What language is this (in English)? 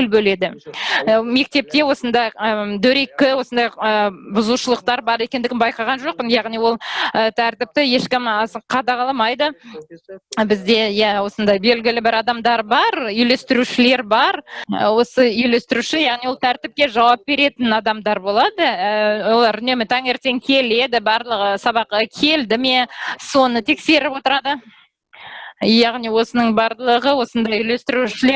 Kazakh